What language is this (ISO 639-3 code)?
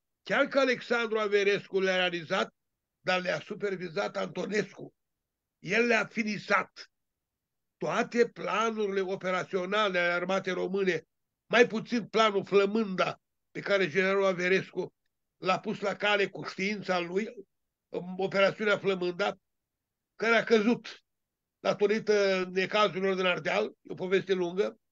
ron